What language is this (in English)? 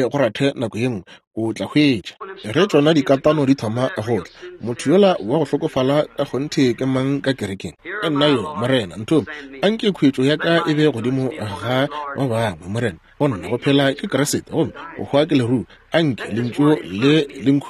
Northern Sotho